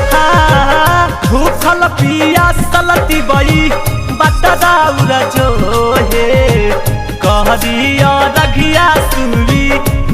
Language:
Magahi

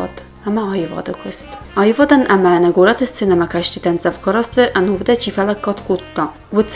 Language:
Ossetic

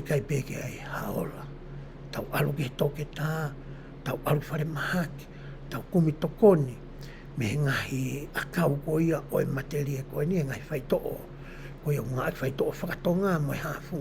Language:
Tongan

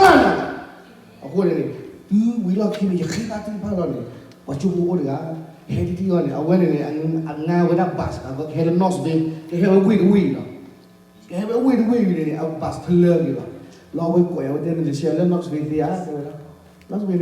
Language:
S'gaw Karen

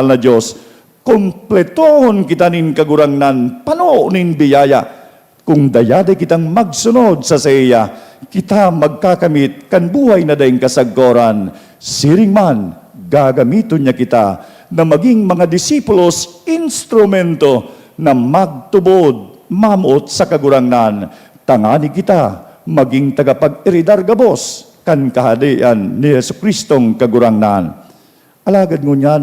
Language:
Bikol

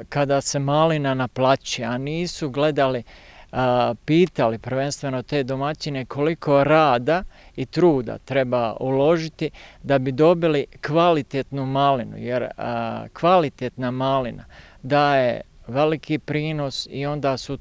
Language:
Bosnian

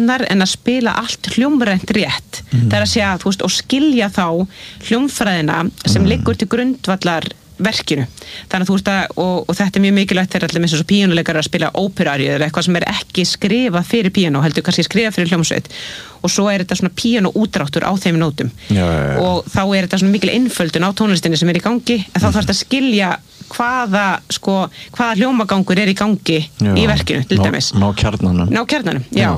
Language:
Icelandic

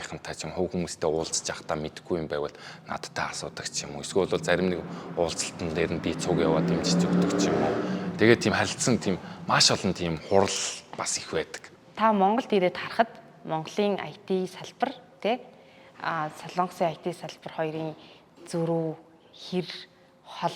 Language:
Mongolian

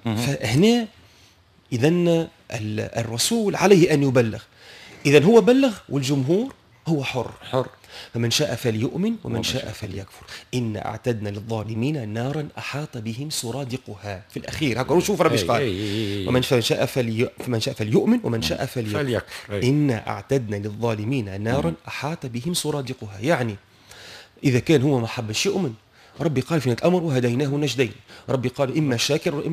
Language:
Tunisian Arabic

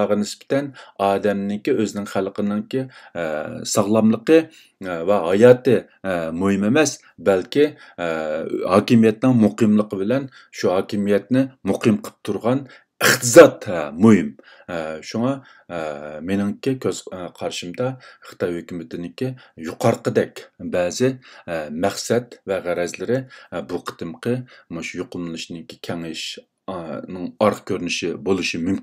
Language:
Uyghur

